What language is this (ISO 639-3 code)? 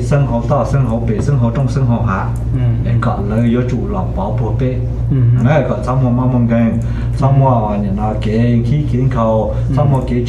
vie